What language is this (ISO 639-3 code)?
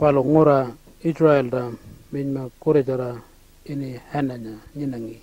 pjt